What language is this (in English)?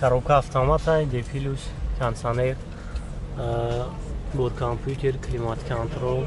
Tajik